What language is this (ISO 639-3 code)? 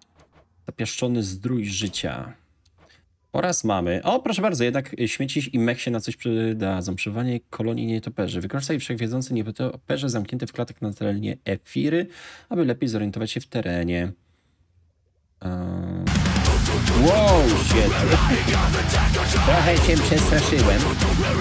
pol